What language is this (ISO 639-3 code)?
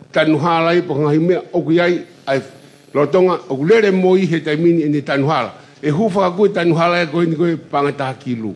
ton